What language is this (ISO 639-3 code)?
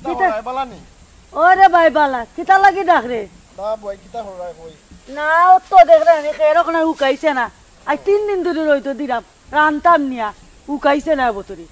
syl